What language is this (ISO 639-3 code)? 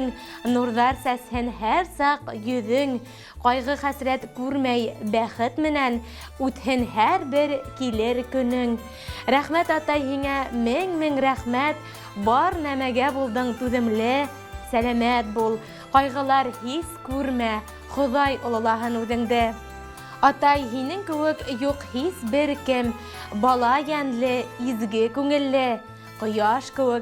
bak